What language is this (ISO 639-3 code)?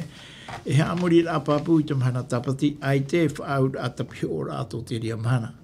tah